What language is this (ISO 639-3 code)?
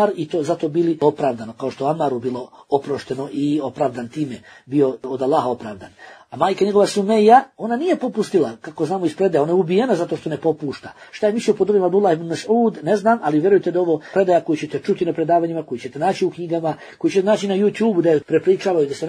bos